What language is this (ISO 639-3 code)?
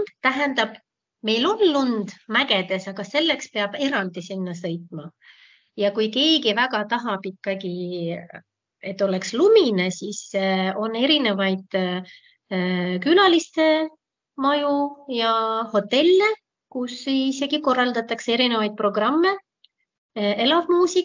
est